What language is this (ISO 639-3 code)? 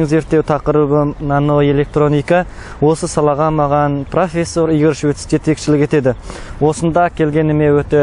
kaz